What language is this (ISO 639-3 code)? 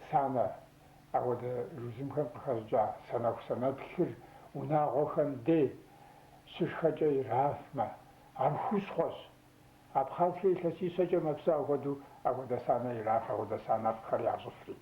kbd